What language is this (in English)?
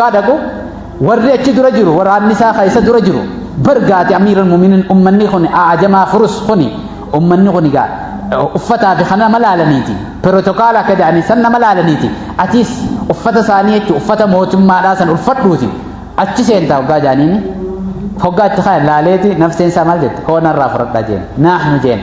Oromo